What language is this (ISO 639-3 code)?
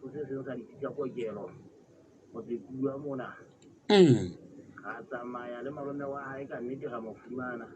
sot